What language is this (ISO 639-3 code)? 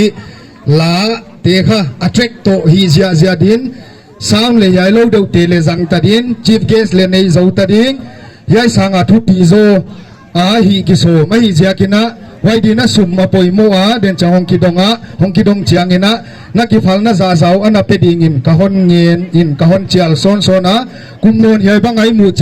pck